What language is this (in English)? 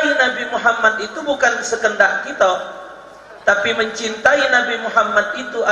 Musi